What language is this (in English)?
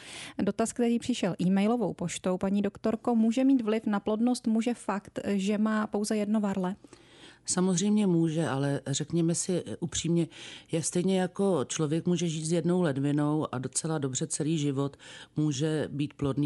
Czech